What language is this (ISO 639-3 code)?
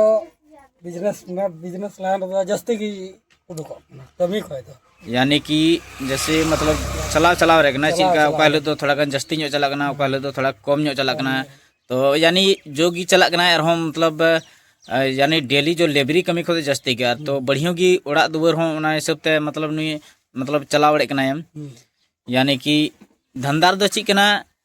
sat